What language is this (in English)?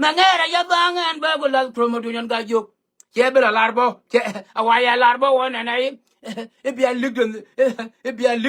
Nuer